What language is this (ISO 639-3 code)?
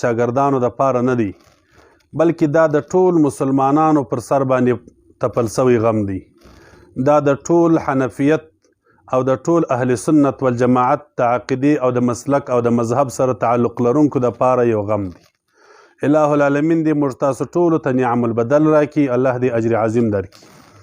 pus